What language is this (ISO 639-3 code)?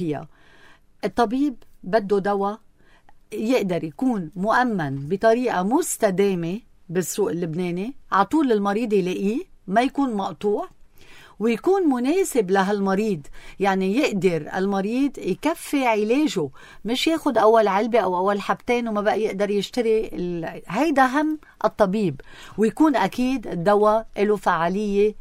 apc